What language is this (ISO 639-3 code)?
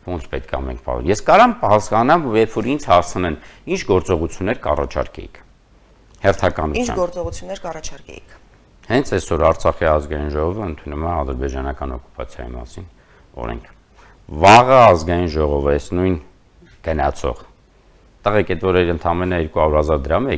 hye